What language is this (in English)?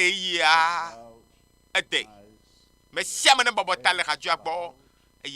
Ewe